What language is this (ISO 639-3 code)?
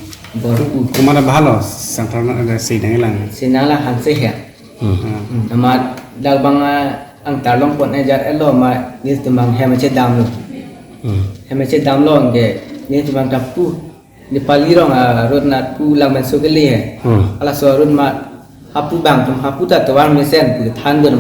mjw